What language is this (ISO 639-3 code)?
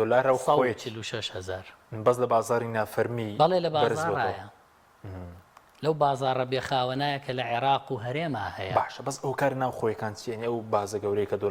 ckb